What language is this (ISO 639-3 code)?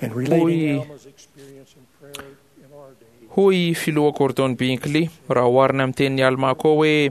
mlg